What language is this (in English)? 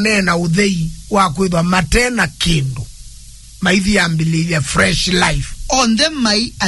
Kamba